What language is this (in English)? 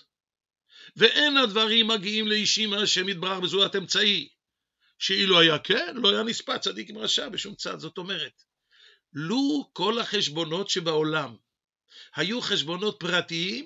Hebrew